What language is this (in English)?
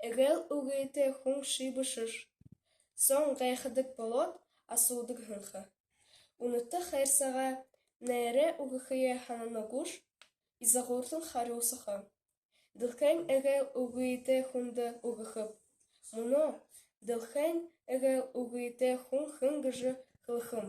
Buriat